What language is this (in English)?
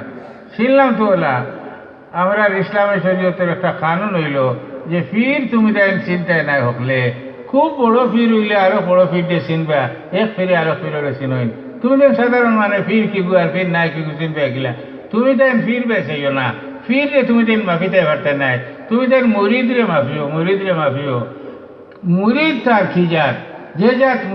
Sylheti